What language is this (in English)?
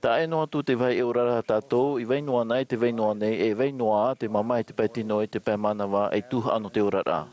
Tahitian